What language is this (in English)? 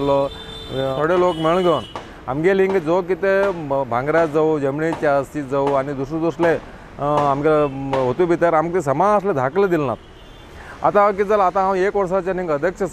Konkani